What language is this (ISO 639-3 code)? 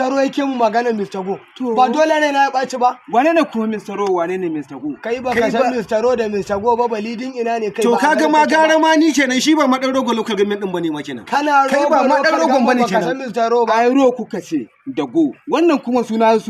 hau